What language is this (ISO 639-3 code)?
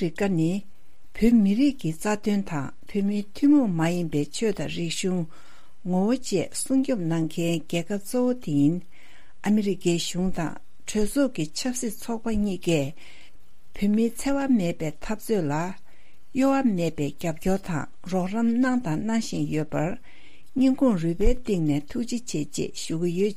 bod